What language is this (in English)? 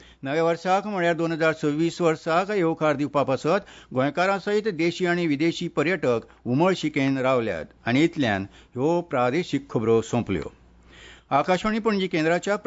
Konkani